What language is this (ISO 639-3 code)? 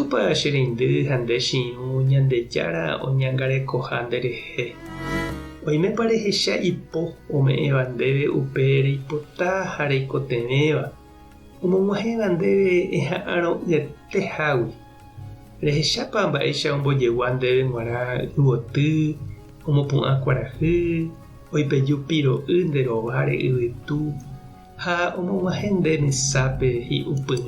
grn